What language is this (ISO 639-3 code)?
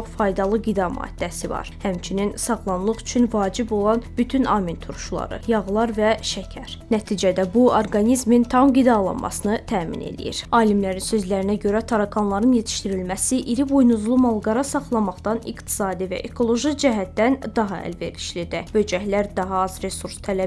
aze